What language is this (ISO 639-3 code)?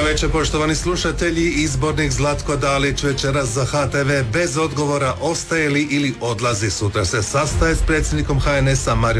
hrv